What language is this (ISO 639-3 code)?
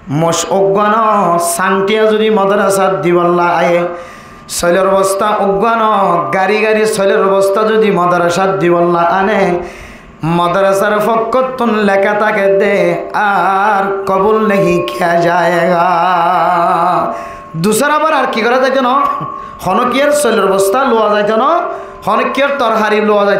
rhg